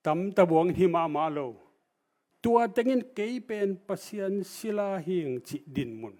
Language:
Tedim Chin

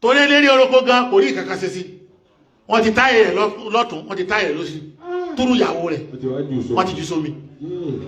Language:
Yoruba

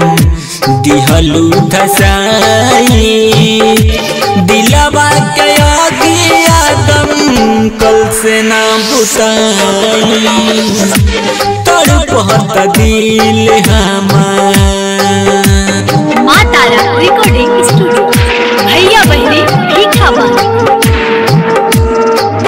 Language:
Bhojpuri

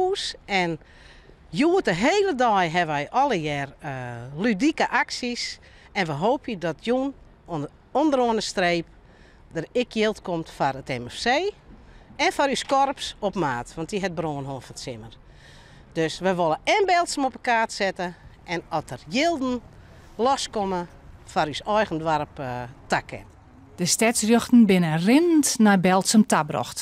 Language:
Western Frisian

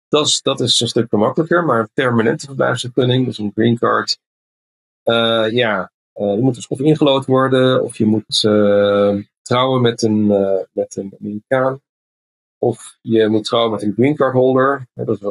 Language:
Dutch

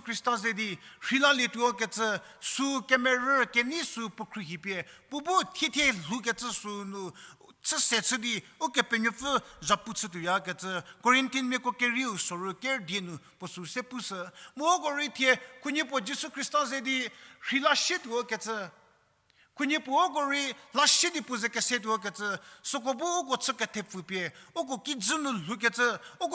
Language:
Angami Naga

